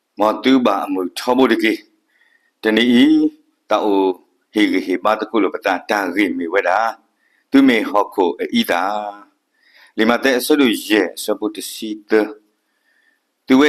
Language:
S'gaw Karen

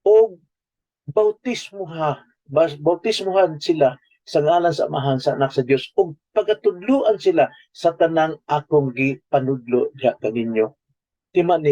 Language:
Cebuano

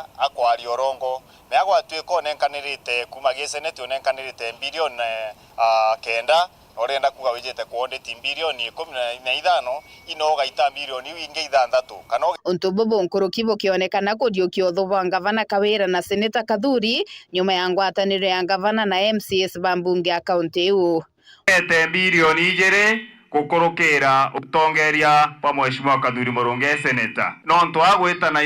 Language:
Meru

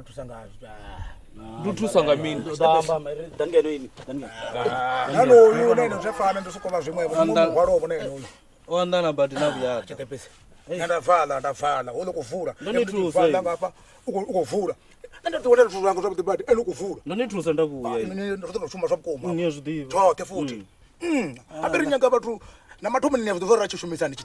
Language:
Venda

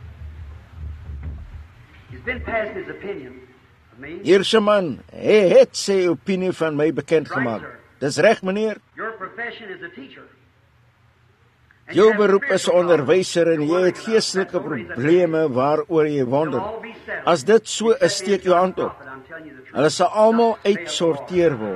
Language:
Afrikaans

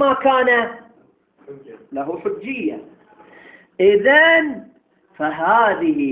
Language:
Arabic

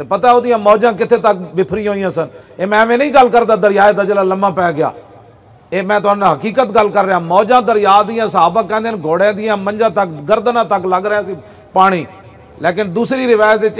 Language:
Western Panjabi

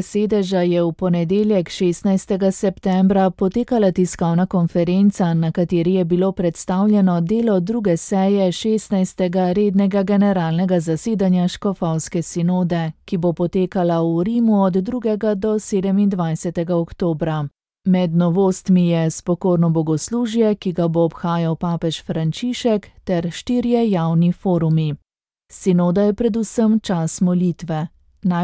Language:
Slovenian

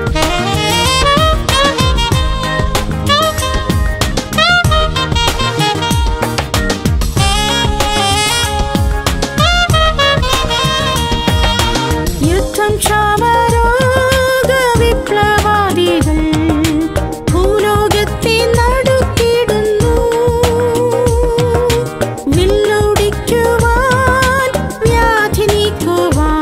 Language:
Malayalam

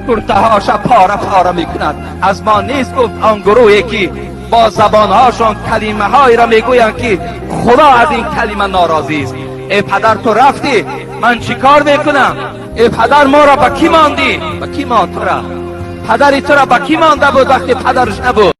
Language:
Tajik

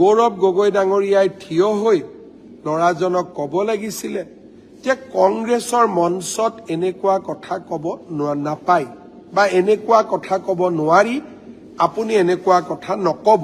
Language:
Assamese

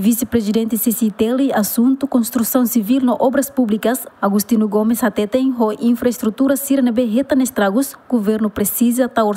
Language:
Tetum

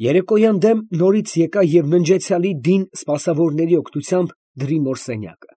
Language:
Armenian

